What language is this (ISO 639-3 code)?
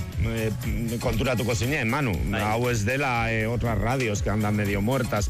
eus